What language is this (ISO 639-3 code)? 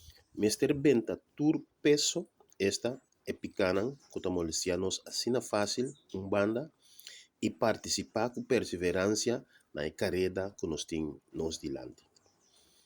pap